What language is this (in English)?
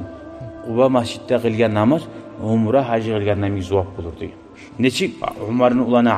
Kumyk